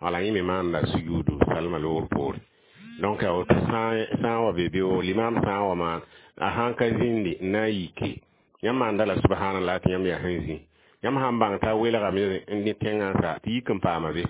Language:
Mossi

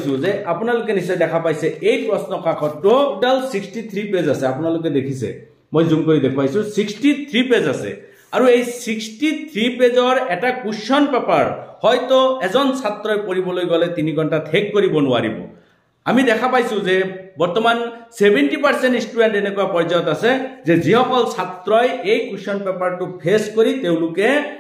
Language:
Assamese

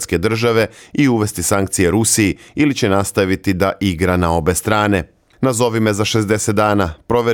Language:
Serbian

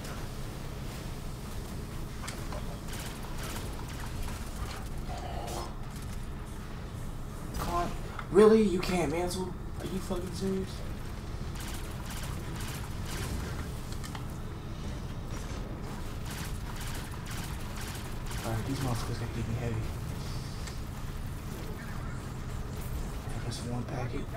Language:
English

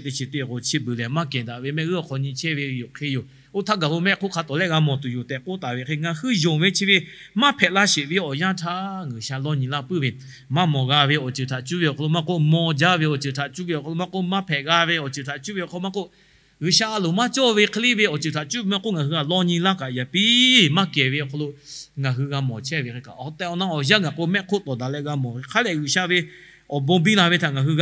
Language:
Lahu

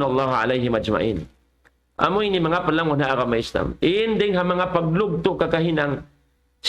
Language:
Tausug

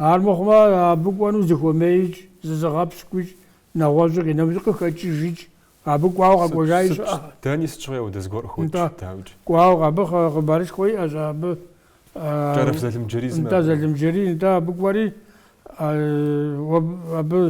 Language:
Kabardian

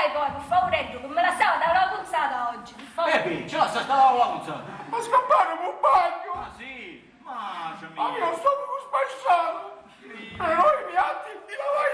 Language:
Sicilian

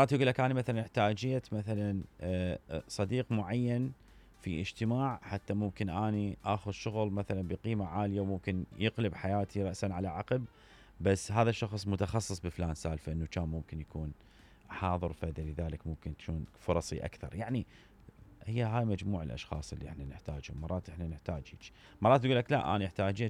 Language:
Mesopotamian Arabic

